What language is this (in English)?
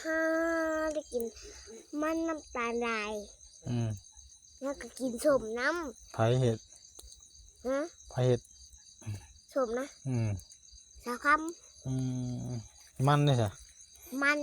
Northeastern Thai